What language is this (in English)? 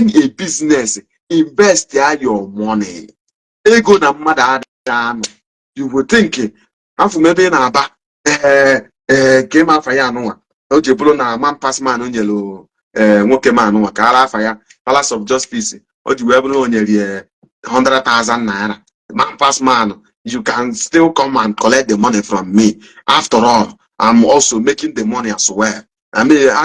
Igbo